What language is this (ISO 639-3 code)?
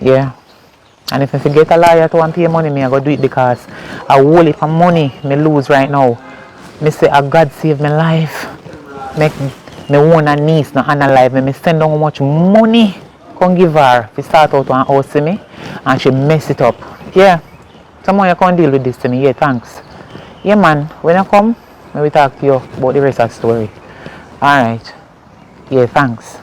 jam